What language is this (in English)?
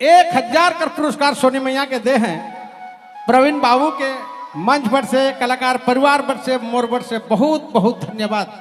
Sadri